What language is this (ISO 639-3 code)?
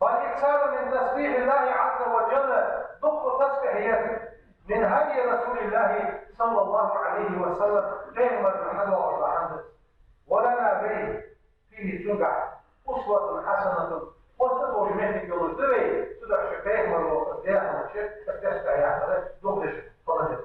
inh